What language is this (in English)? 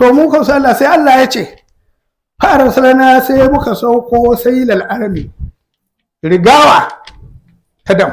Hausa